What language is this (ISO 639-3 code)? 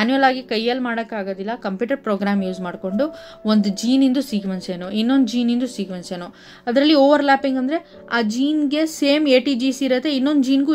kan